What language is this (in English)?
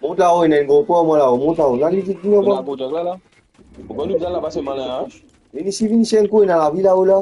Morisyen